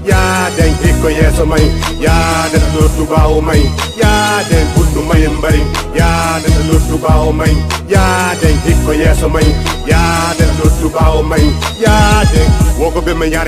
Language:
Fula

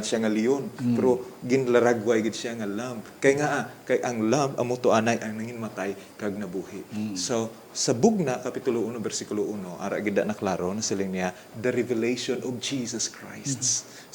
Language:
Hiligaynon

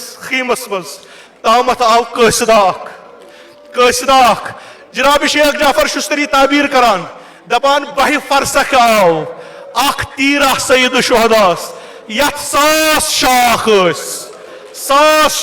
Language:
Kashmiri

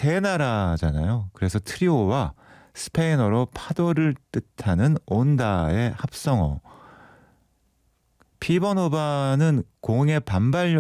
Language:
Korean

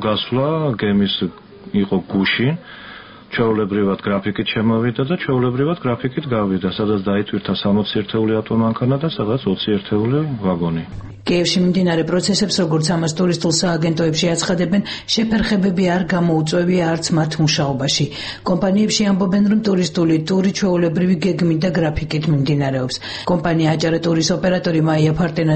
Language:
Georgian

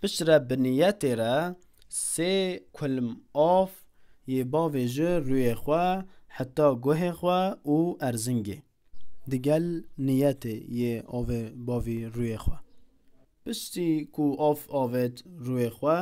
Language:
Kurdish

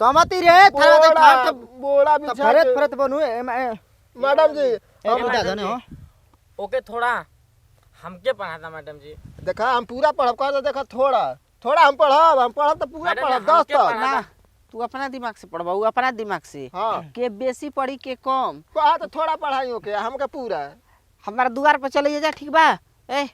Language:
Bhojpuri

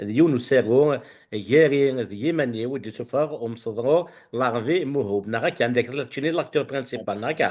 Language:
Kabyle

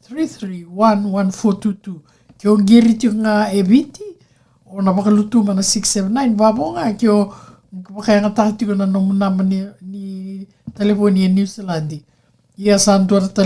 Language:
Fijian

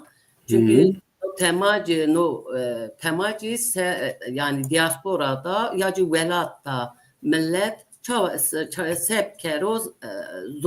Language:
Zaza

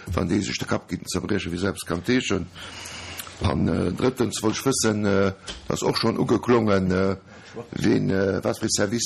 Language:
Luxembourgish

